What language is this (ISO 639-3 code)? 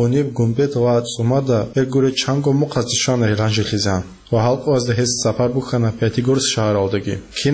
ava